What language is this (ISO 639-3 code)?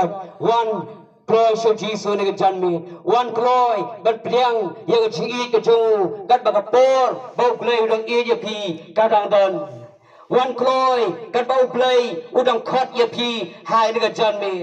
kha